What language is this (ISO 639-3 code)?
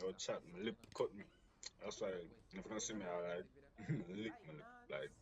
jam